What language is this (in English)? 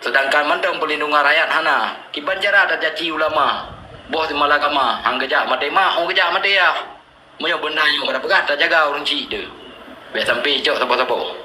Achinese